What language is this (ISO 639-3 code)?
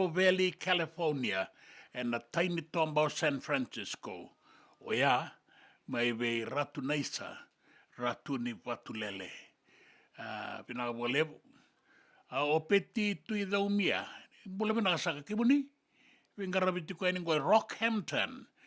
fij